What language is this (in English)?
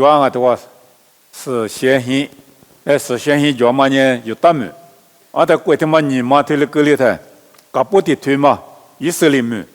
Lisu